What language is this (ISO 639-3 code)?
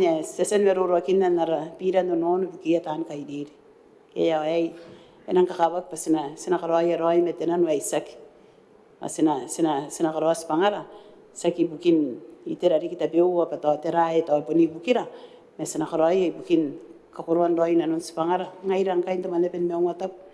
gil